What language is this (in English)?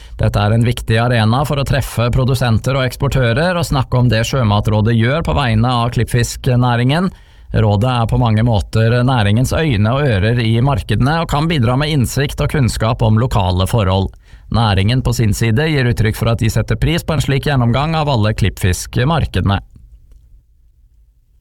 Norwegian